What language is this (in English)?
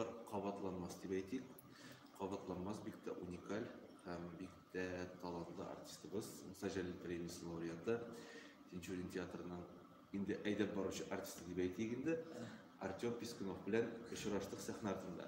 Tatar